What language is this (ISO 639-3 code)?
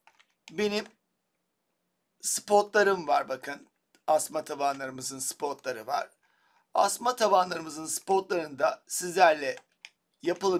tur